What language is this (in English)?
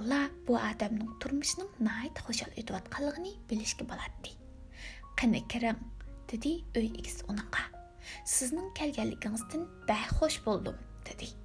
Uyghur